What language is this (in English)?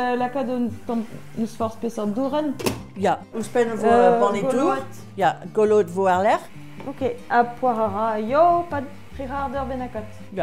Breton